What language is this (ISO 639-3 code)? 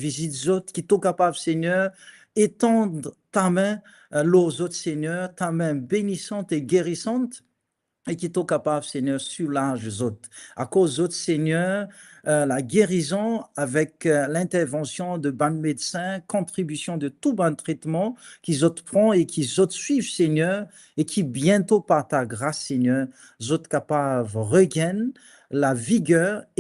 mfe